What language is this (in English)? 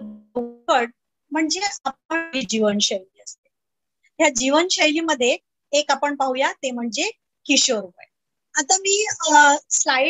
Marathi